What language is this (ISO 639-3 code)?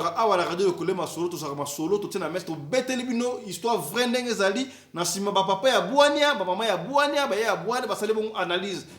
lin